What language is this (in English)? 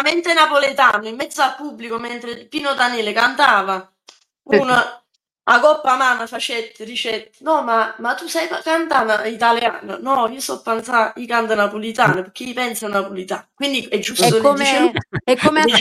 Italian